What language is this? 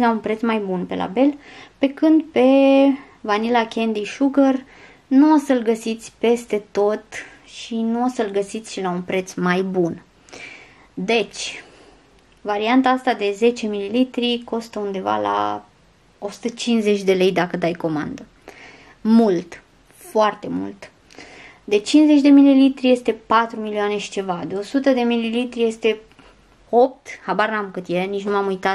Romanian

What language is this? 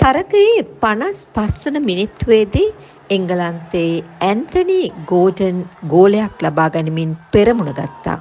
Sinhala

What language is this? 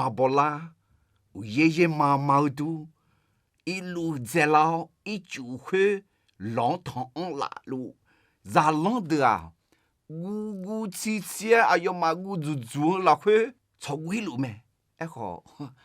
Akha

